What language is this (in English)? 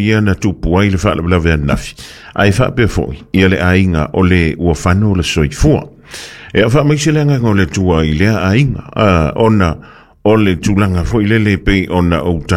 Samoan